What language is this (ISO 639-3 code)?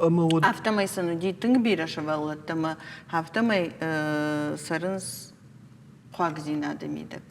oss